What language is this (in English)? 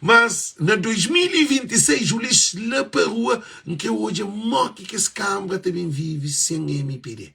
Kabuverdianu